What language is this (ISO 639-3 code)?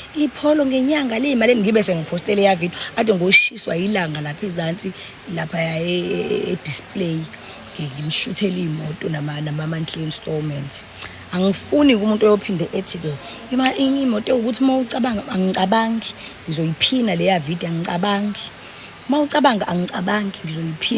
zul